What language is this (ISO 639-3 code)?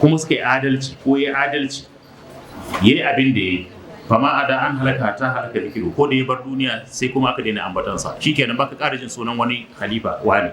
hau